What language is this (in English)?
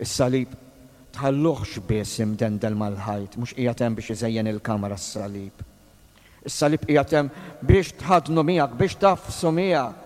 Maltese